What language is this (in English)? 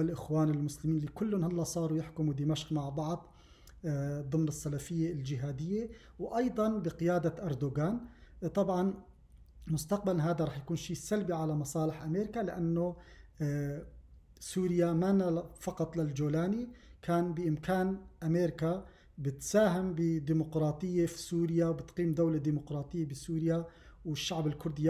North Levantine Arabic